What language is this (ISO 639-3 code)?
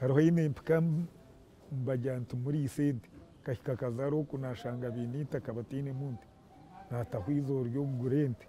nyn